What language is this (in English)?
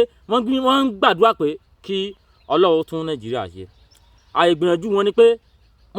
Yoruba